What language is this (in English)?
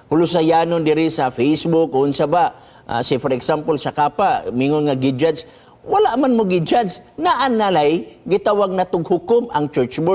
Cebuano